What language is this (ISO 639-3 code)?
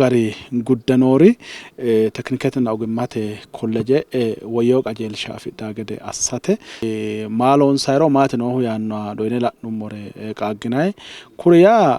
sid